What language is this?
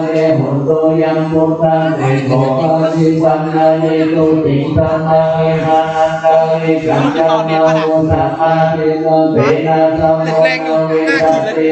Pali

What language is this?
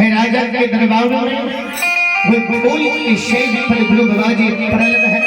Maithili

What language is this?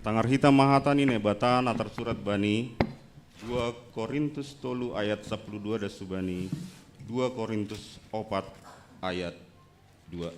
Batak Simalungun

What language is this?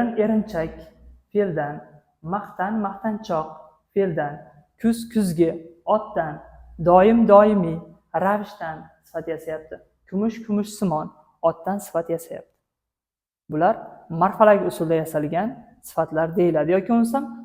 Uzbek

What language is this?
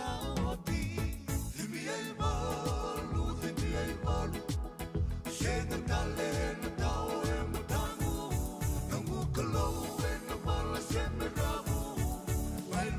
Fijian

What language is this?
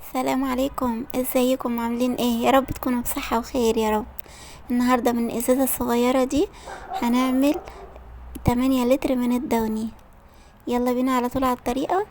Egyptian Arabic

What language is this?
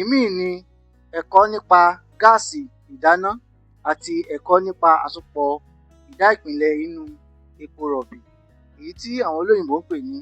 Yoruba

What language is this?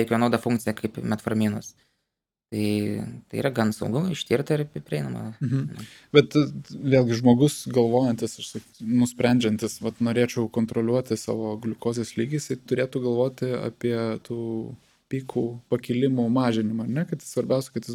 Lithuanian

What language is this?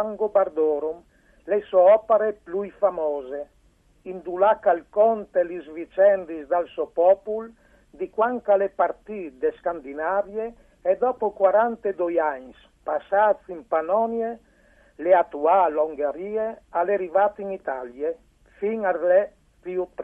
Friulian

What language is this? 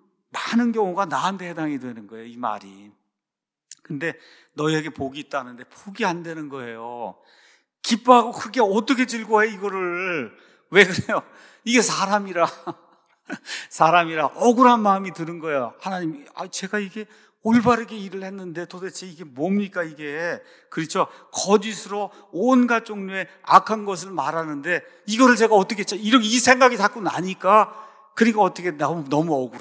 Korean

